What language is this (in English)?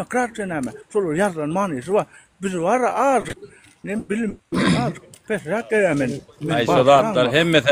Turkmen